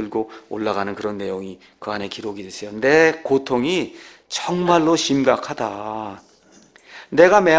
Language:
Korean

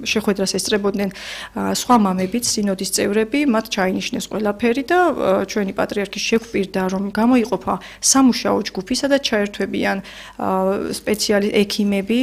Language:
Georgian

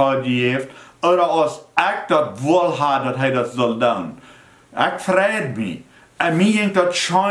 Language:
Plautdietsch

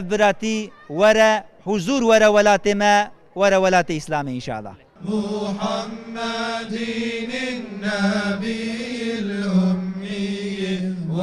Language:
Kurdish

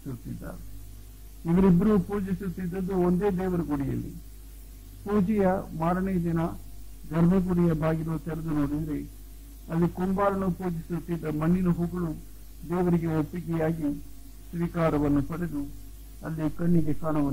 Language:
Kannada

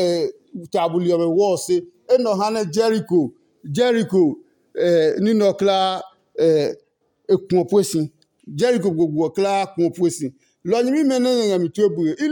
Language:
Adangme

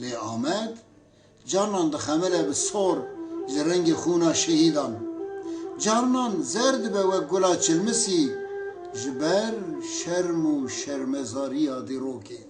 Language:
Kurdish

